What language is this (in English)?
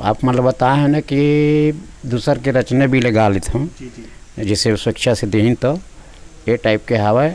Chhattisgarhi